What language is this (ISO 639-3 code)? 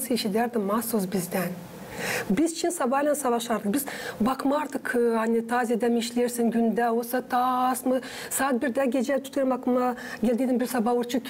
gag